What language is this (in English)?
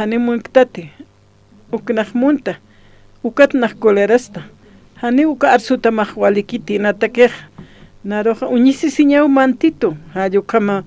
Aymara